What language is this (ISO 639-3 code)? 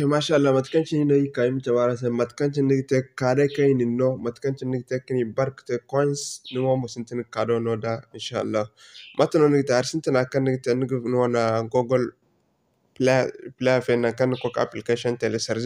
dje